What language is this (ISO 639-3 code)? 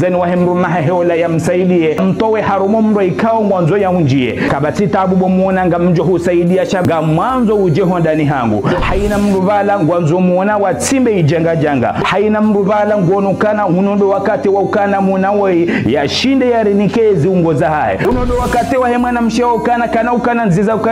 zdj